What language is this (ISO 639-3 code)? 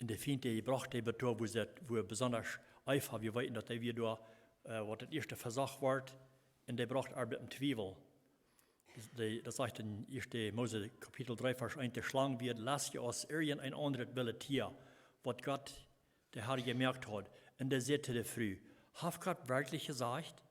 pdt